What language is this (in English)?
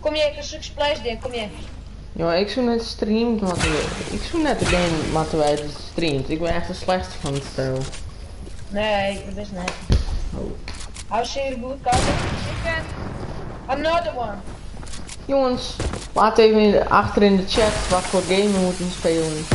Western Frisian